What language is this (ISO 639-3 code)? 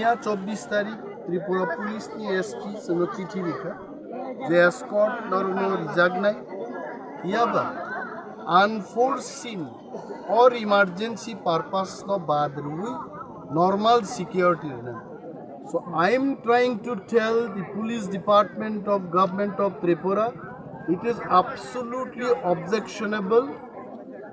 trp